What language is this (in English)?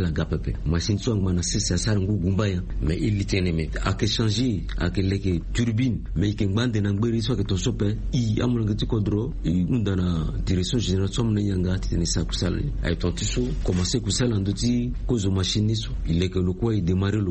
Sango